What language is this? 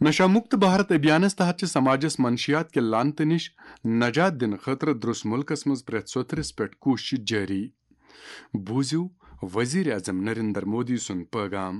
Kashmiri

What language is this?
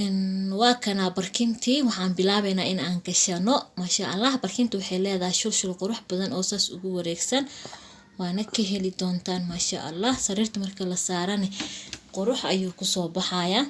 Somali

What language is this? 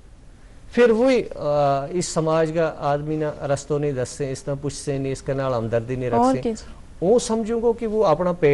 Gujari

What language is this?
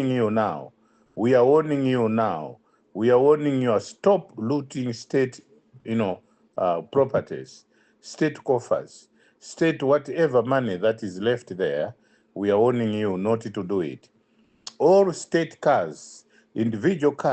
English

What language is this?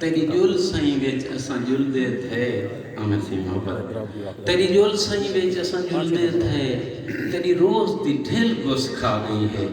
Saraiki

